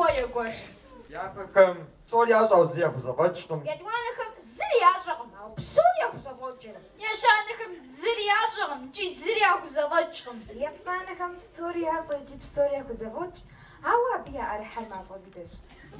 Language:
Kabardian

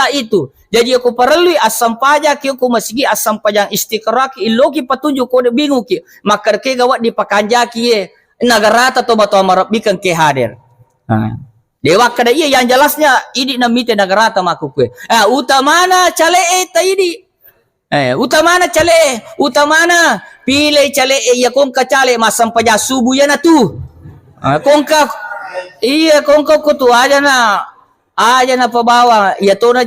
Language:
Buginese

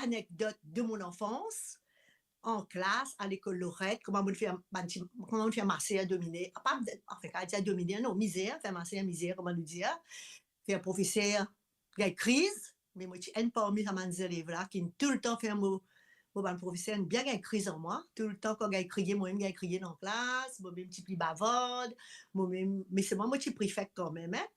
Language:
Morisyen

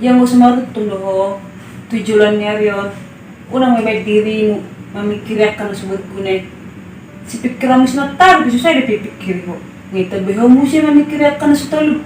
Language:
Batak Toba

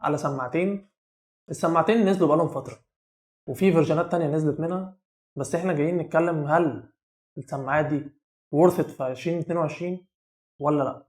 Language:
Egyptian Arabic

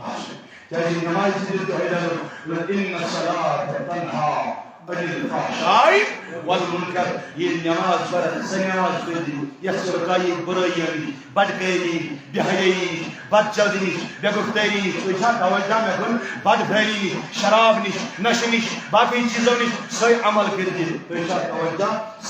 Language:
Kashmiri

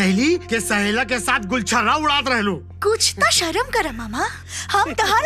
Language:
Bhojpuri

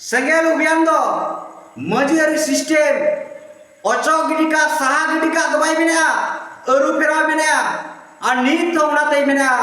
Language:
Santali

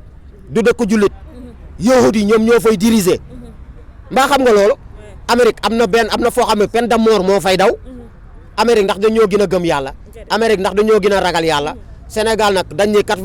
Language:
Wolof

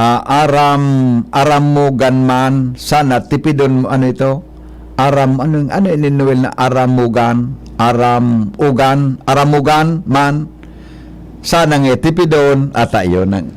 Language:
Bikol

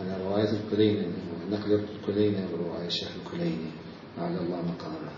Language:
Mesopotamian Arabic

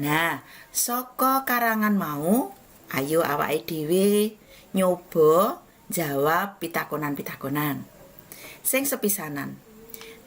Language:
Javanese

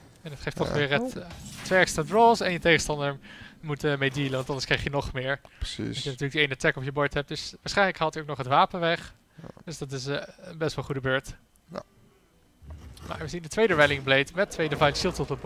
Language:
Dutch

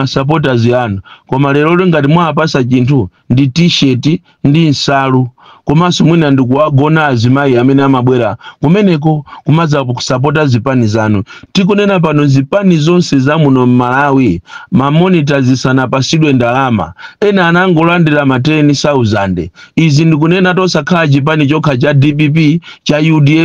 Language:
Nyanja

